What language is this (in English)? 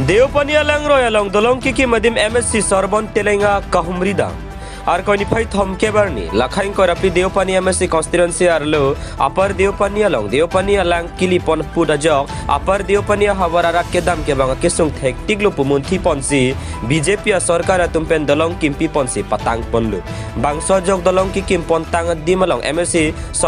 Karbi